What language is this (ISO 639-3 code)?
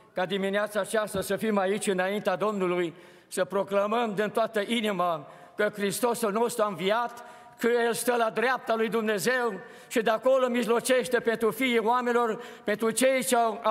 ron